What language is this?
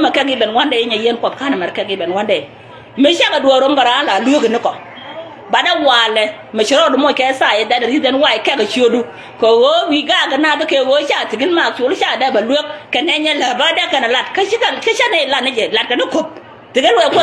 Nuer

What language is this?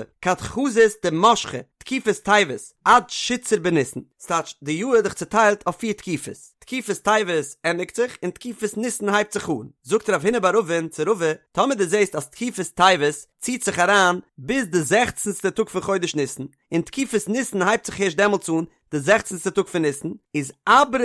Yiddish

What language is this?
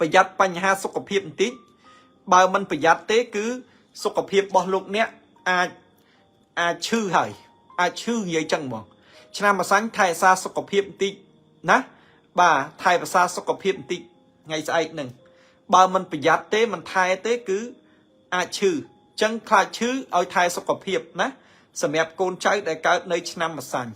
Khmer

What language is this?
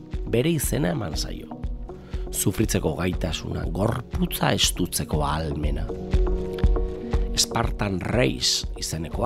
Basque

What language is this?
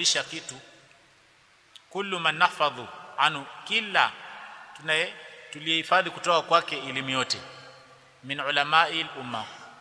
Swahili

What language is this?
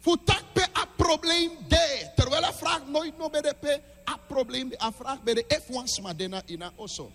Sranan Tongo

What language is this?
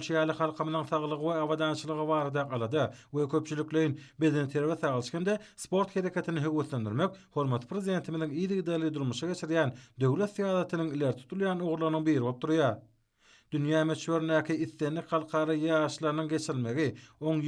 Turkmen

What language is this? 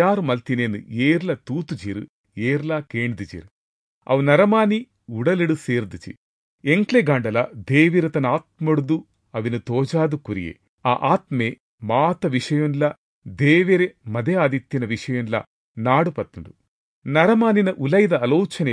Tulu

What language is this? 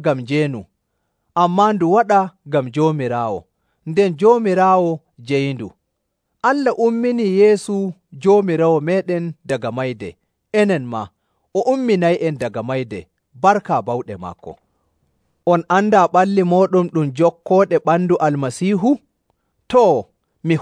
Nigerian Fulfulde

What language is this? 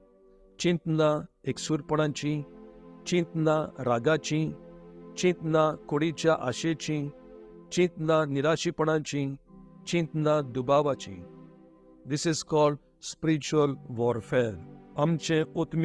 Konkani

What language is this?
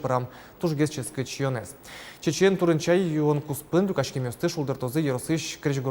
Udmurt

